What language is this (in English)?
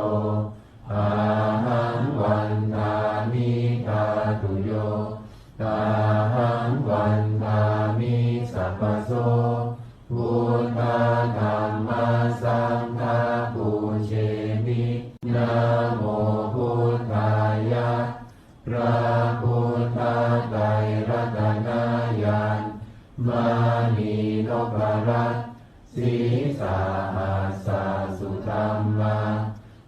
Pali